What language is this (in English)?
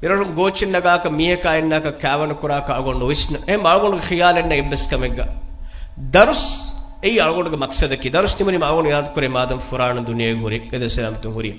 Divehi